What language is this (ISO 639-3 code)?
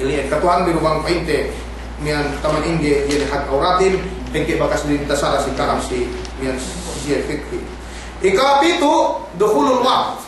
yka